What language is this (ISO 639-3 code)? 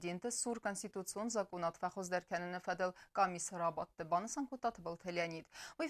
oss